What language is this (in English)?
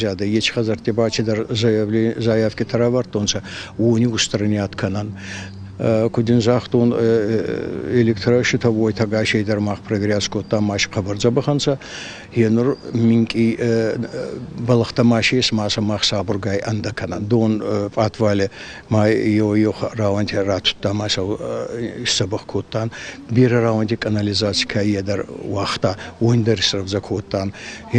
Ossetic